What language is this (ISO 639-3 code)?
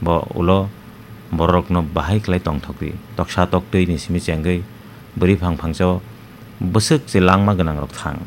trp